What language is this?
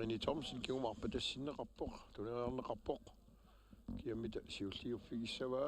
Kalaallisut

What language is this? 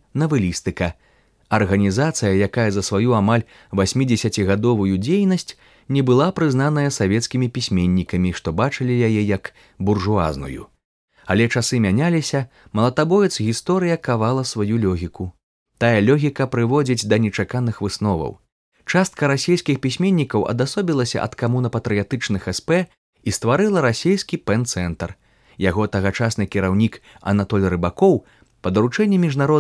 Belarusian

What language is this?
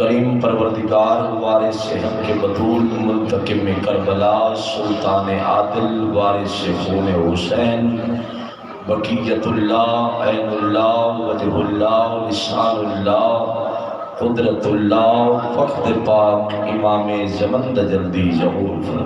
Saraiki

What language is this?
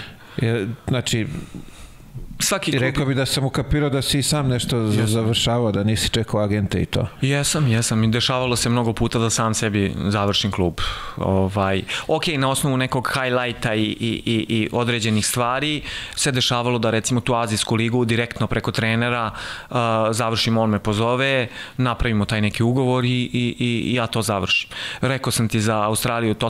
Serbian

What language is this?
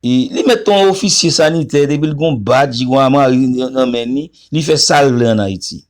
Haitian Creole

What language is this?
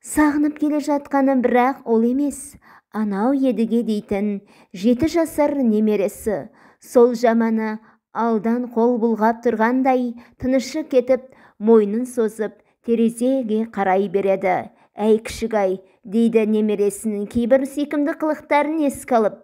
Kazakh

